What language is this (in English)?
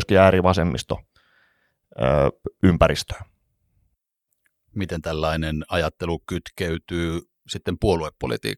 Finnish